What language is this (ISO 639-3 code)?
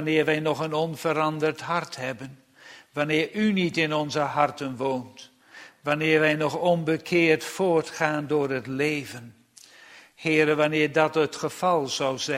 nld